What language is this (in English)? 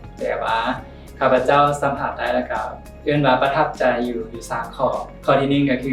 Lao